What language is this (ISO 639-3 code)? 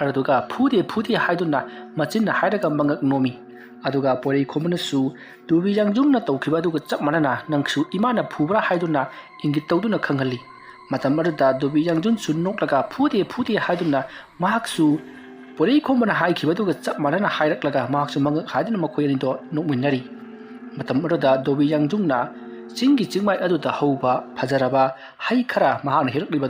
mni